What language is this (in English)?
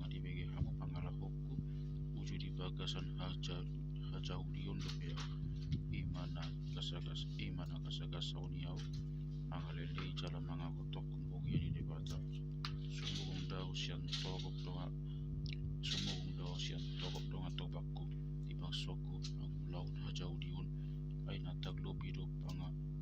Batak Toba